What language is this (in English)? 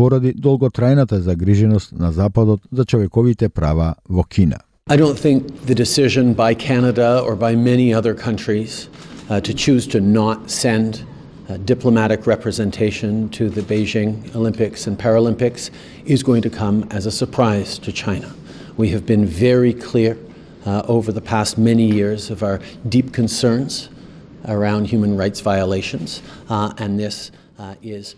Macedonian